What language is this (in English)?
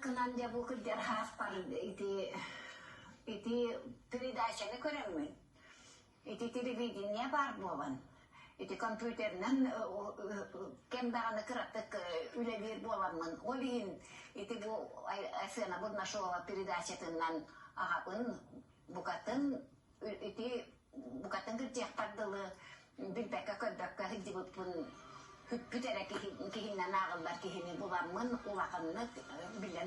Yakut